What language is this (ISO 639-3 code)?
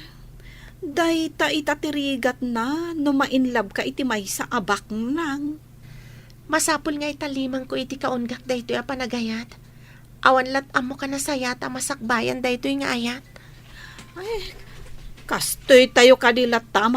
ilo